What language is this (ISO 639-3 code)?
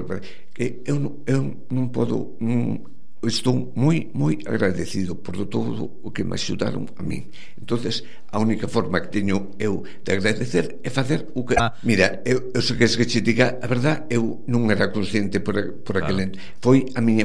glg